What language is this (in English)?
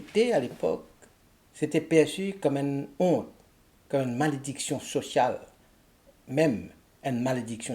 Morisyen